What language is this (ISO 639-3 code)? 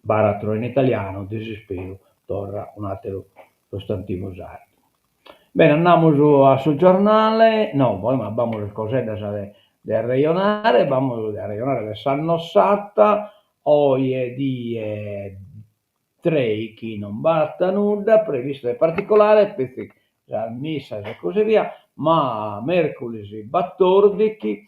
srd